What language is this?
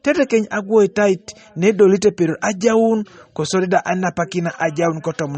Teso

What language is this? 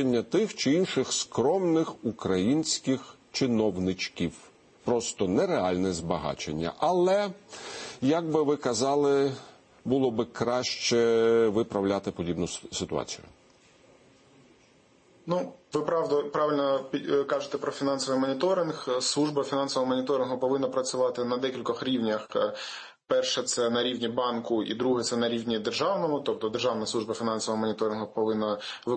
Ukrainian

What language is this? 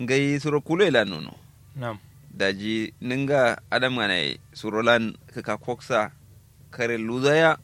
Kanuri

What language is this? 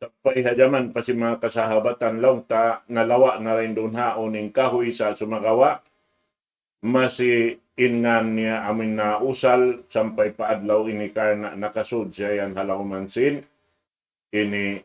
Tausug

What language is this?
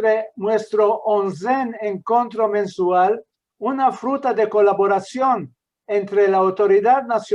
Ladino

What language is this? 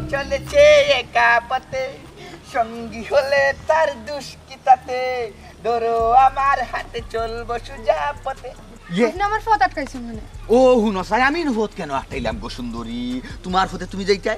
Sylheti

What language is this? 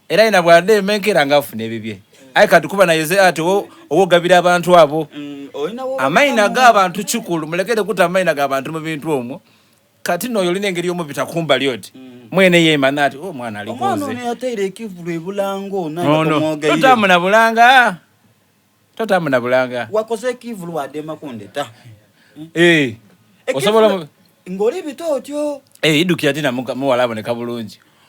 Soga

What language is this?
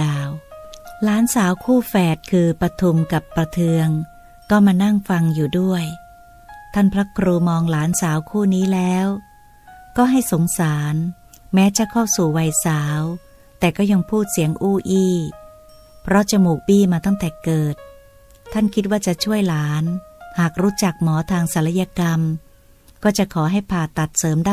Thai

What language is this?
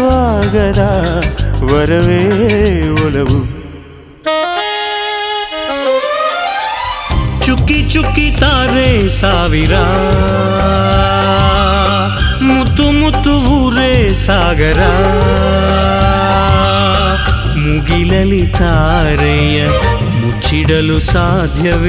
Kannada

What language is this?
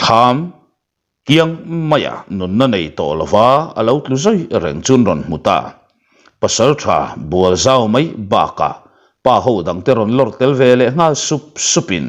Mizo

